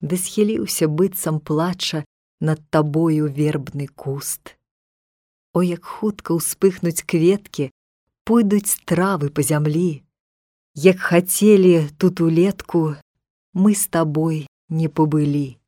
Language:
Belarusian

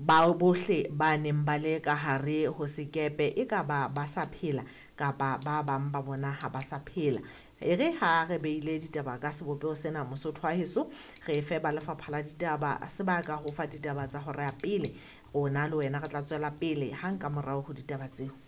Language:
Southern Sotho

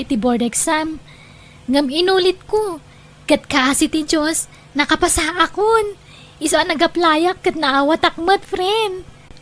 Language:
Iloko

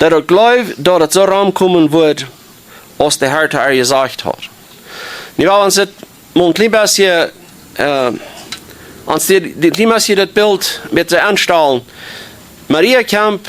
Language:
Plautdietsch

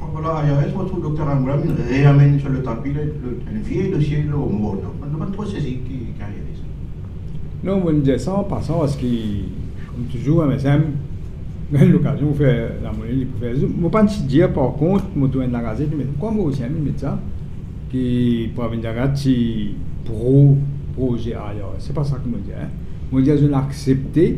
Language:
Morisyen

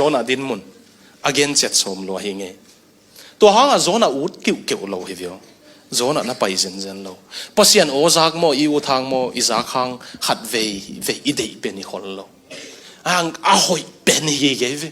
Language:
Tedim Chin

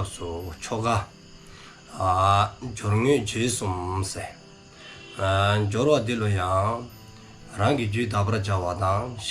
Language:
Dzongkha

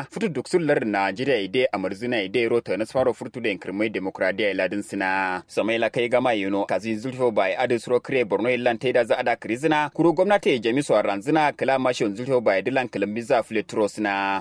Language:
Kanuri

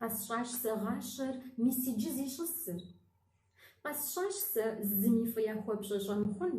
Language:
Kabardian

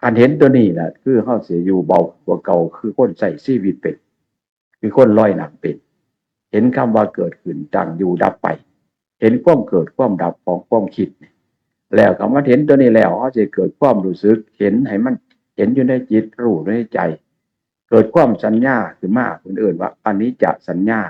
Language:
Northeastern Thai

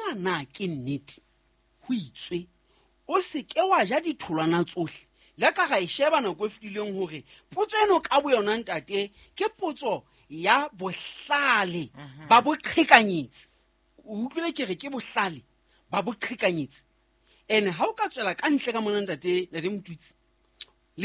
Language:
Southern Sotho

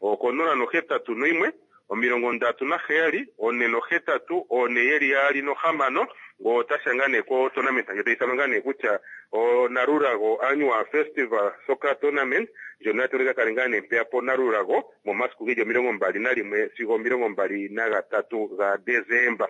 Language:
Kuanyama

